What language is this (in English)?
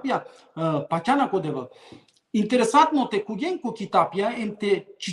Balkan Romani